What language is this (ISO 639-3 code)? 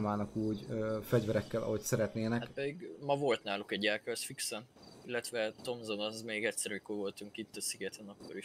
hun